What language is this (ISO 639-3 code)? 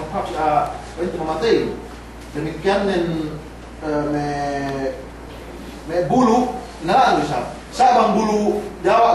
yka